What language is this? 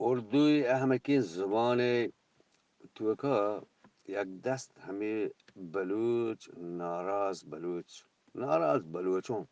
Eastern Balochi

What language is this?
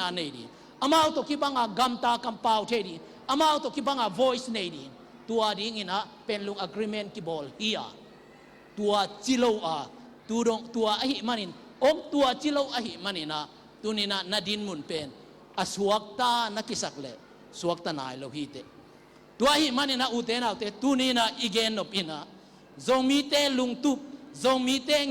Tedim Chin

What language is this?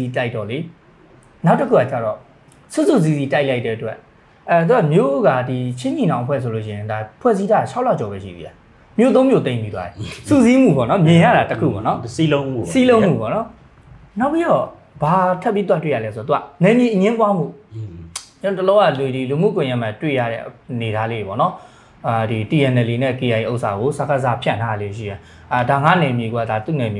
Burmese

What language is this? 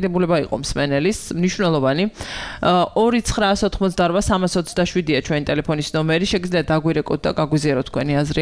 Georgian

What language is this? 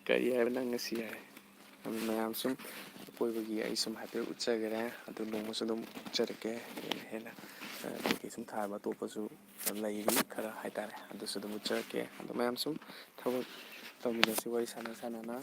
Manipuri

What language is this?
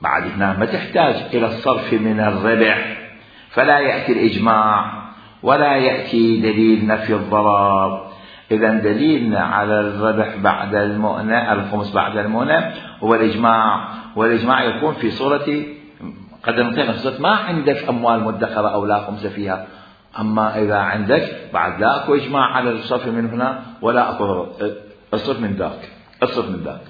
Mesopotamian Arabic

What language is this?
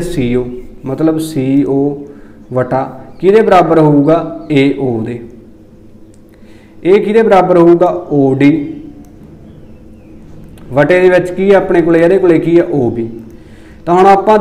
Punjabi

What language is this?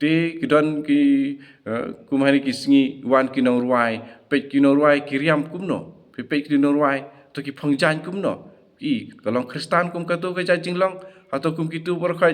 Khasi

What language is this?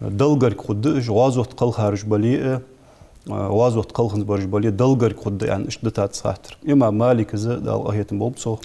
Ingush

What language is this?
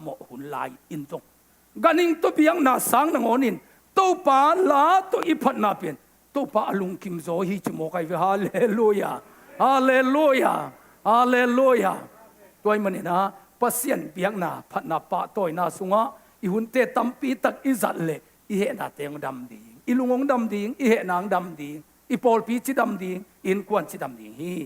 Tedim Chin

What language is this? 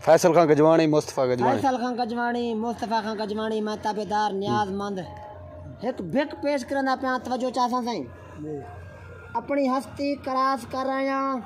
Saraiki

